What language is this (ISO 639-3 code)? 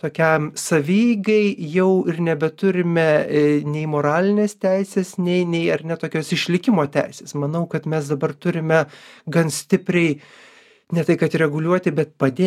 lit